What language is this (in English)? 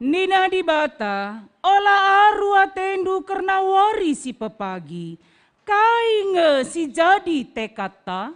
Batak Karo